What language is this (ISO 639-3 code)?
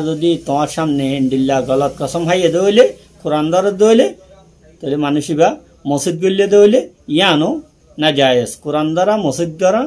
rhg